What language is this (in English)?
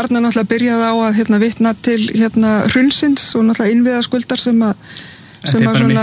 Icelandic